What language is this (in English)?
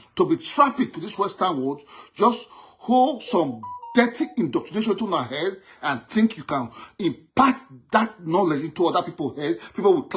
Nigerian Pidgin